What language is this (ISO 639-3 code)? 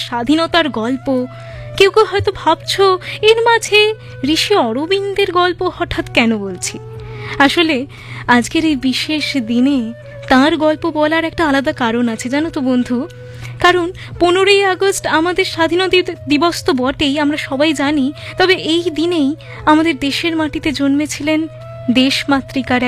ben